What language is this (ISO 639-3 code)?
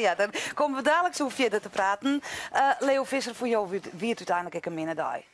fry